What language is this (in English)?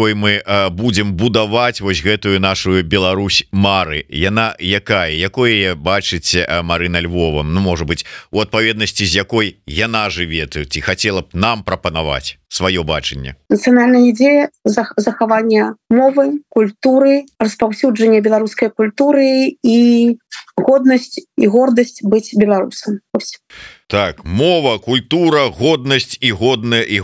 Belarusian